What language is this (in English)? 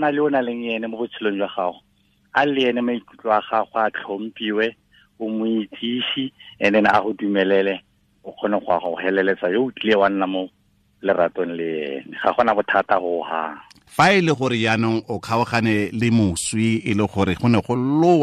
Tswana